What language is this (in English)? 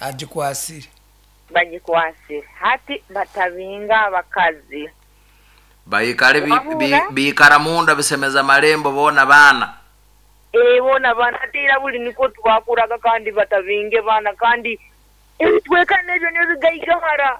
Nyankole